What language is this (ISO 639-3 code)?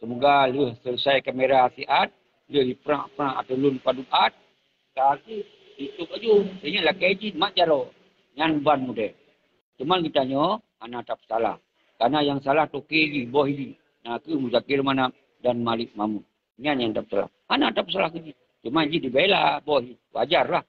ace